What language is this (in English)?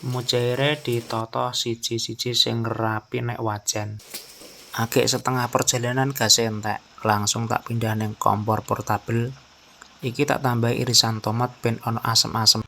Javanese